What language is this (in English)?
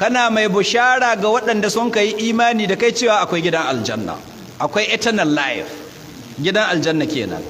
Hausa